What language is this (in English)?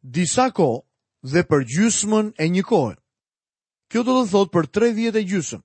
Albanian